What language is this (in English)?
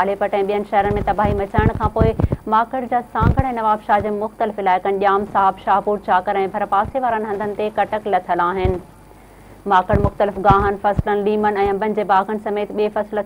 Sindhi